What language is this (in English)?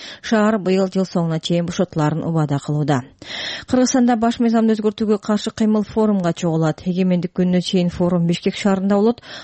Kyrgyz